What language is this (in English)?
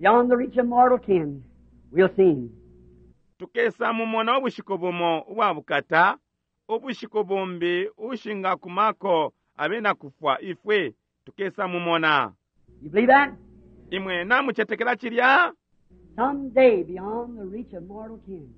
Bemba